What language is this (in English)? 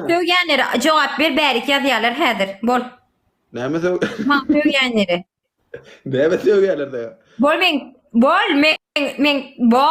Turkmen